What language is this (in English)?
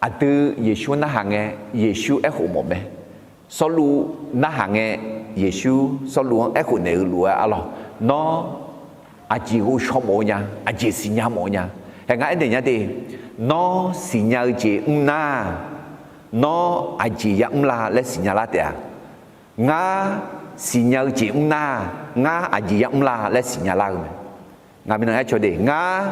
Akha